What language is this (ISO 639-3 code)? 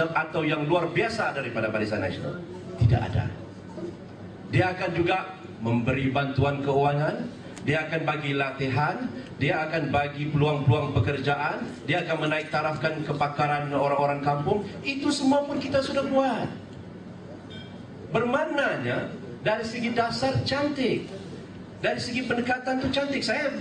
msa